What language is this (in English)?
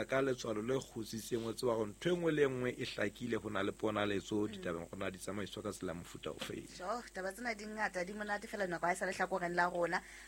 Southern Sotho